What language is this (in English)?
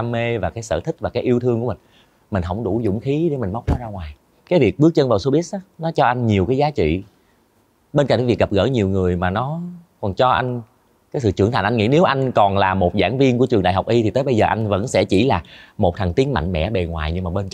Vietnamese